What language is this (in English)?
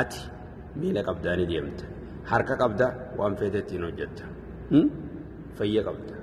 Oromo